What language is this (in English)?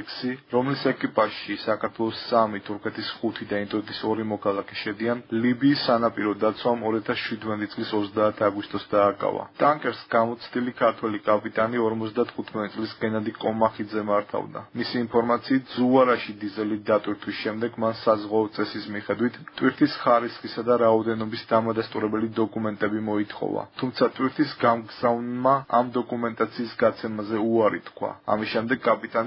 Georgian